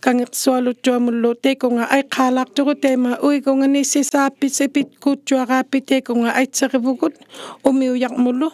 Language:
Inuktitut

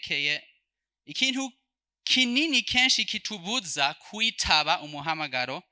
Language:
Rundi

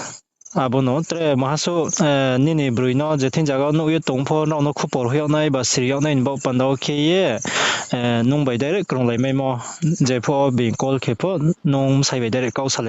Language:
Riang (India)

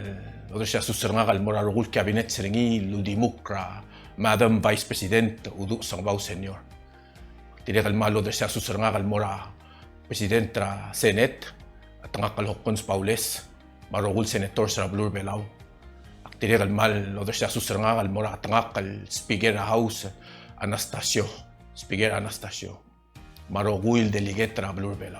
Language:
Palauan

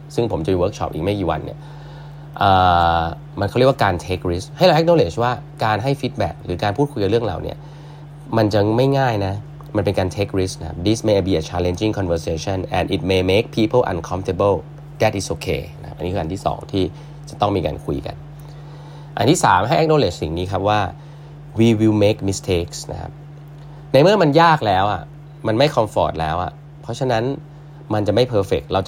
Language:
Thai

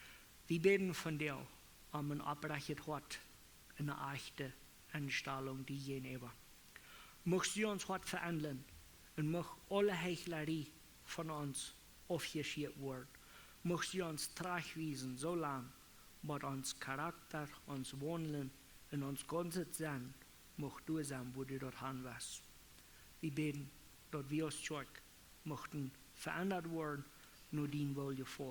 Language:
Plautdietsch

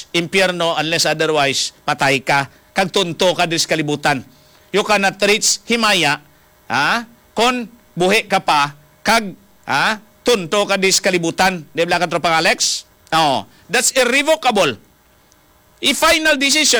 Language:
Hiligaynon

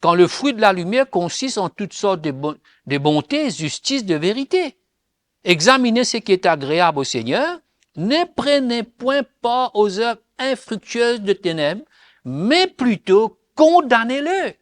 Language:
Morisyen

